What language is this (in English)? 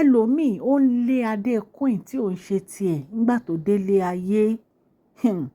Yoruba